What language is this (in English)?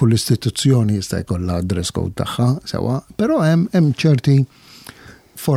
Maltese